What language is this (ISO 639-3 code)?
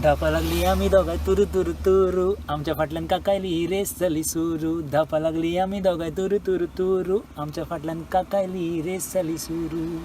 kok